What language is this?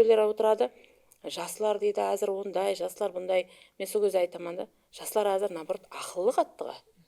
Kara-Kalpak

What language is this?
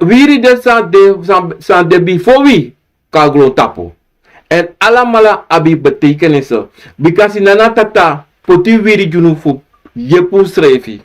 Sranan Tongo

